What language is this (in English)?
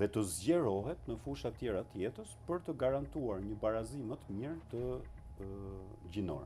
Albanian